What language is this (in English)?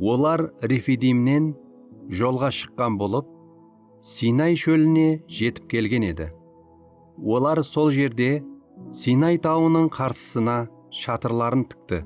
Kara-Kalpak